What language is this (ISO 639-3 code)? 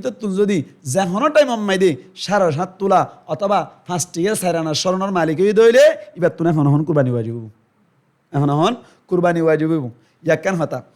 rhg